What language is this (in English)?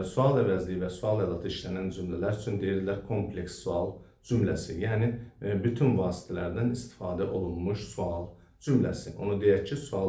Azerbaijani